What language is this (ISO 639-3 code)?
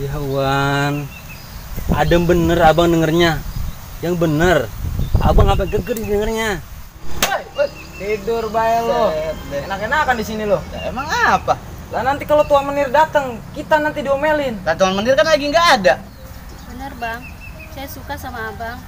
bew